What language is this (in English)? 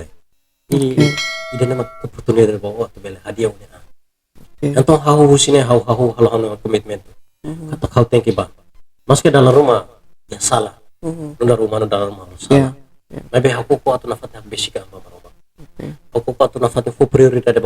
Tetum